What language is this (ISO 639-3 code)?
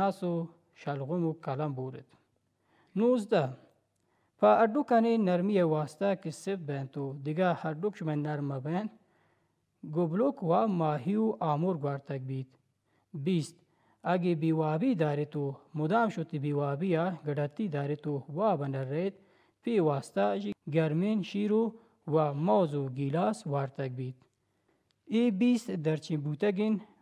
bal